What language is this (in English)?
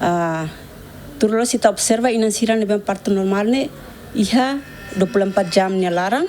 Tetum